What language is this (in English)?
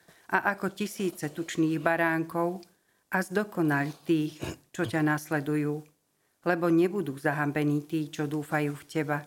Slovak